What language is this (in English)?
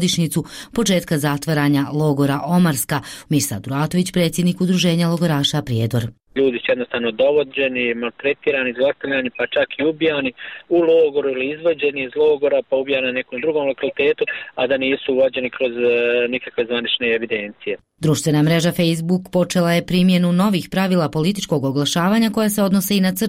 Croatian